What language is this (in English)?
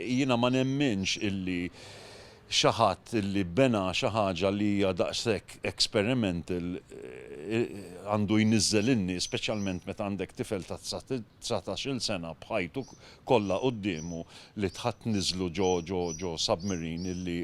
Maltese